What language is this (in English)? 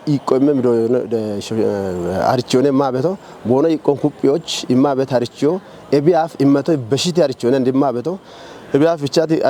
Kafa